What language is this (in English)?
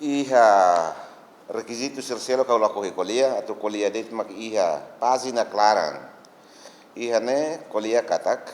Tetum